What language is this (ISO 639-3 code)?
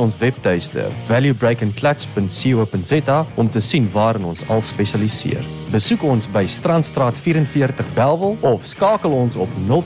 afr